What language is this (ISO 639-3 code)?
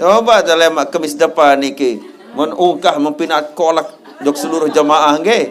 sas